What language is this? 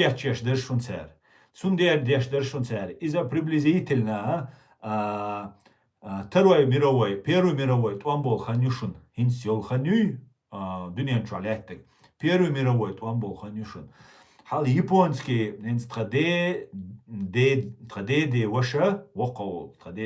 Chechen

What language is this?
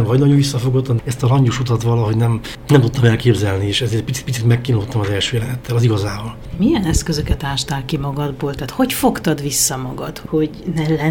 Hungarian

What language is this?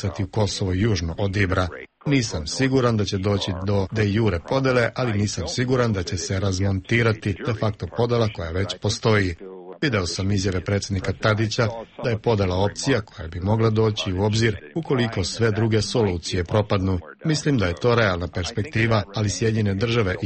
Serbian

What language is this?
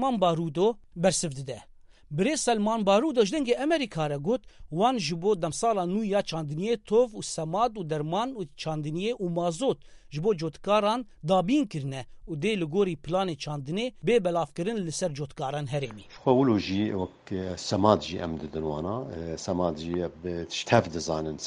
Kurdish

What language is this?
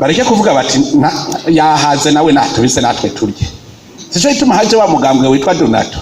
Rundi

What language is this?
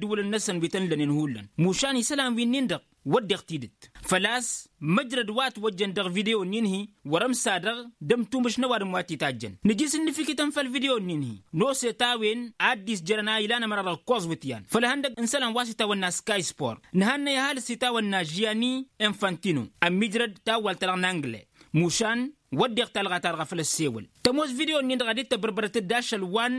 Tamasheq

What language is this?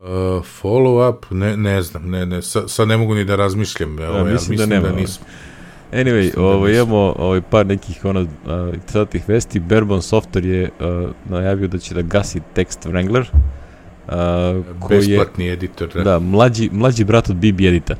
Serbian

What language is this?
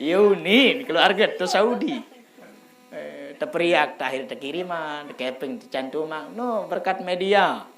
Sasak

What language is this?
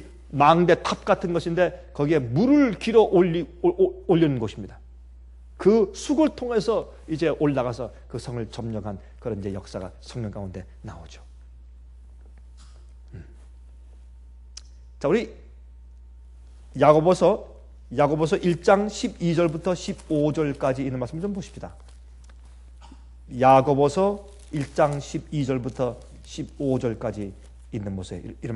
Korean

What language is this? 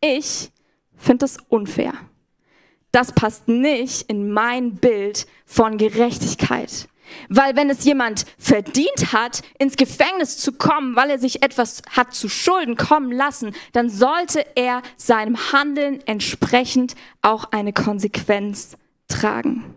Swiss German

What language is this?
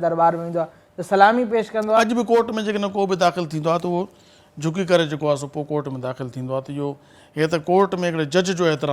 Sindhi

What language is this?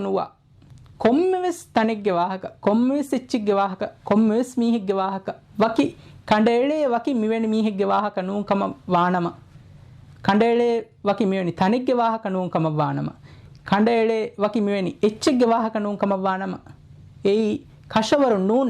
Divehi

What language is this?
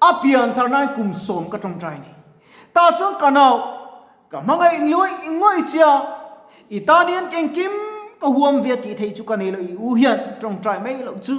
Mizo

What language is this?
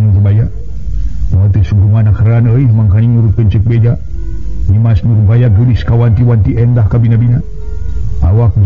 Sundanese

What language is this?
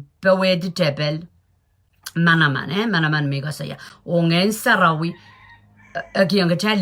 Pohnpeian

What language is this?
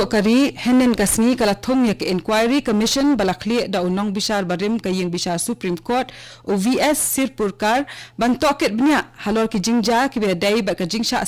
Khasi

